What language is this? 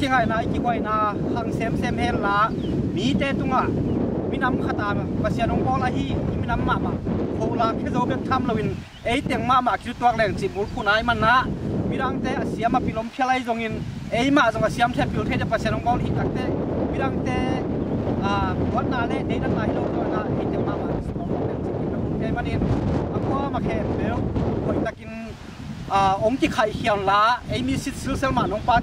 Tedim Chin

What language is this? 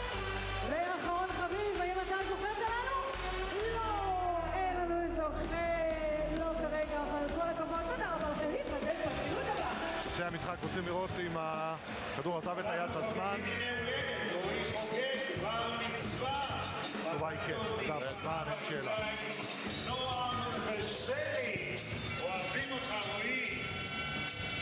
Hebrew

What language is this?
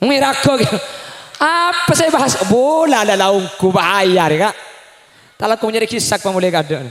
Madurese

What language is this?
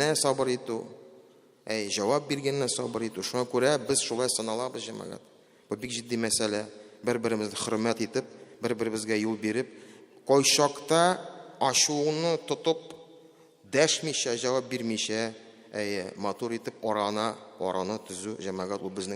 Tatar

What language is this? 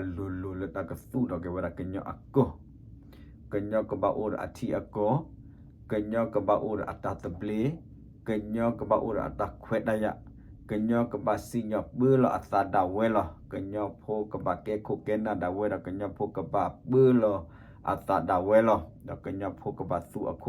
S'gaw Karen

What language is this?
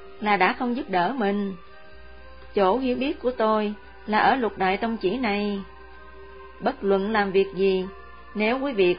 Vietnamese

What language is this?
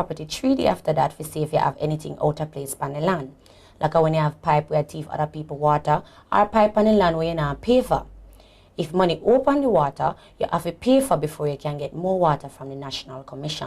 Jamaican Creole English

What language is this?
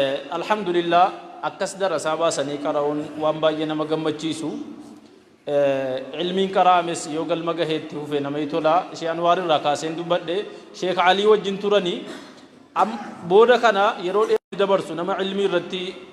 Oromo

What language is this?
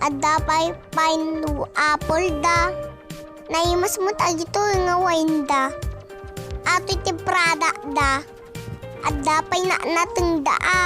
Iloko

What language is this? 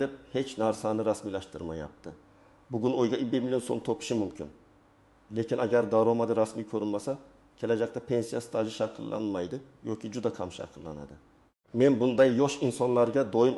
Uzbek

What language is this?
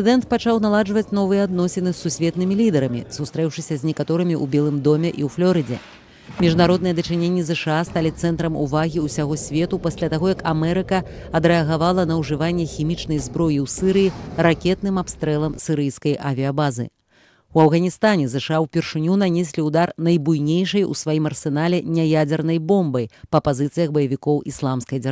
Belarusian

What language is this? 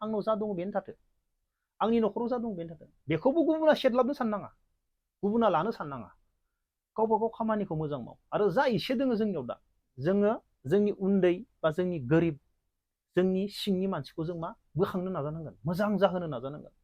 Bodo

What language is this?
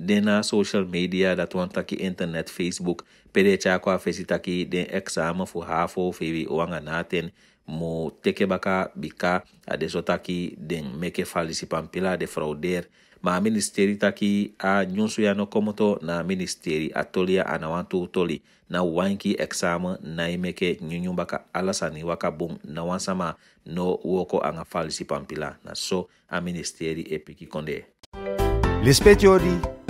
Eastern Maroon Creole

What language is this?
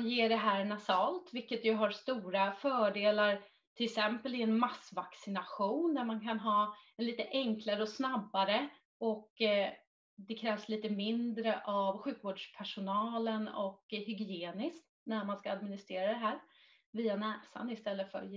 Swedish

